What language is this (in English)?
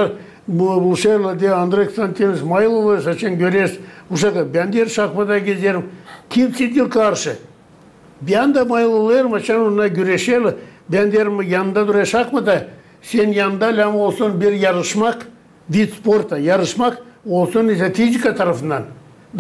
Gagauz